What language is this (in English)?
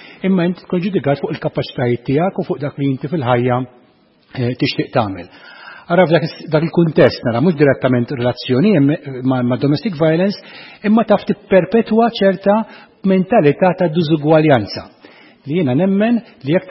Maltese